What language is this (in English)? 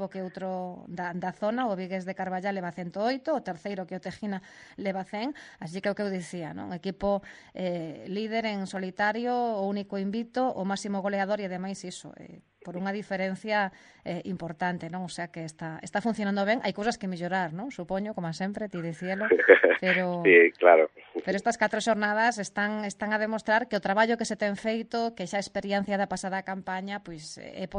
Galician